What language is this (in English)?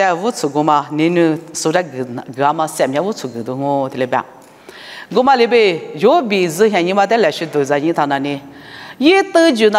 Lisu